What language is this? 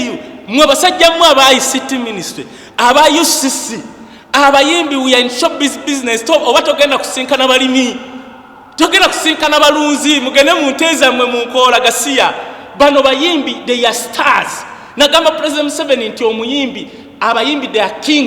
Ganda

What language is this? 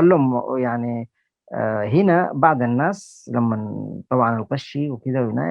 Sudanese Arabic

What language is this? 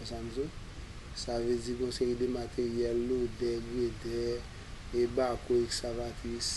Haitian Creole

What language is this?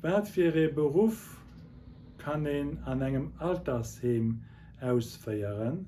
Luxembourgish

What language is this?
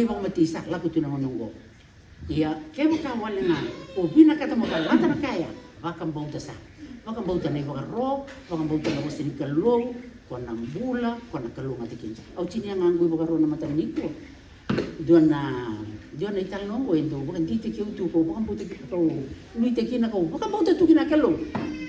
Fijian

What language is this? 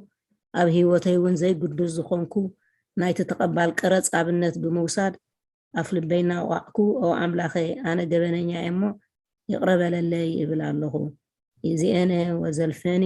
Tigrinya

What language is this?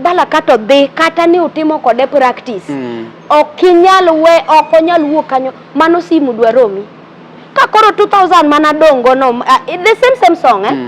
Luo (Kenya and Tanzania)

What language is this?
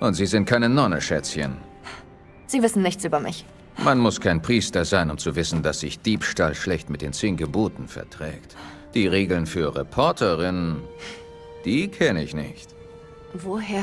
Bavarian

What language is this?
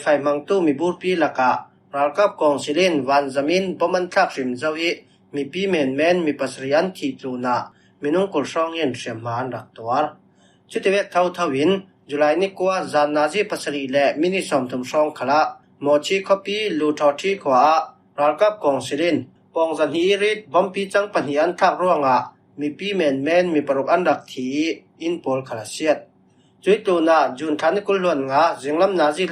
Falam Chin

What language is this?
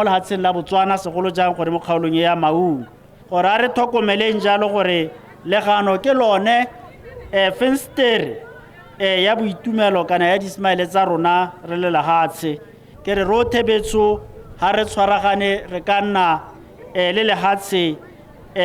Tswana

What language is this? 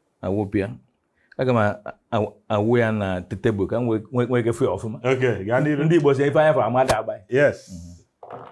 Igbo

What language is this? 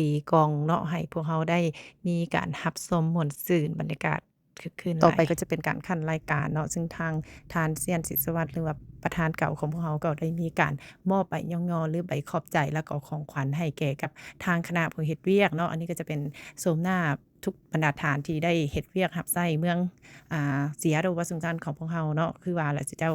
Lao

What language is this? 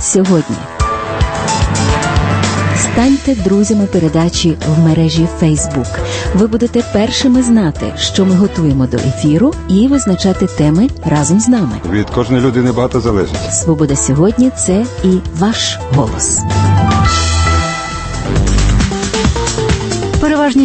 Ukrainian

